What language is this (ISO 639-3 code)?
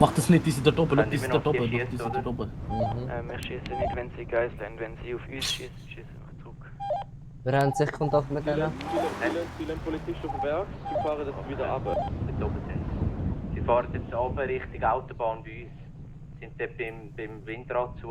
gsw